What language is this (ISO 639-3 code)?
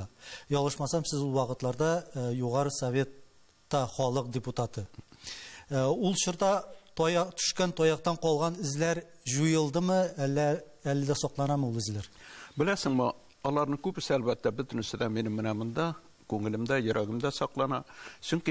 tat